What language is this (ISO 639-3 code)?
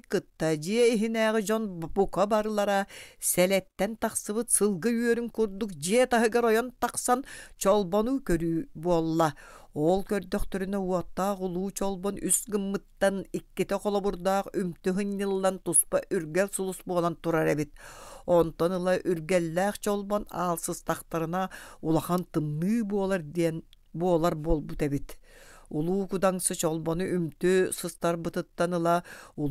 sah